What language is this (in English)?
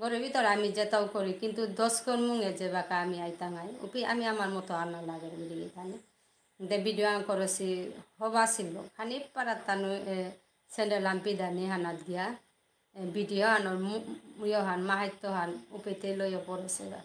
Bishnupriya